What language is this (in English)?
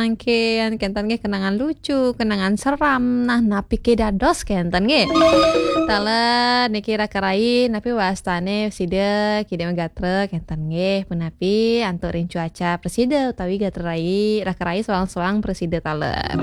Balinese